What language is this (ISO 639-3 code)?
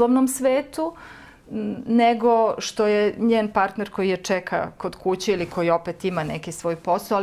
srp